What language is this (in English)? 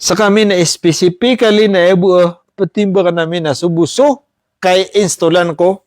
Maranao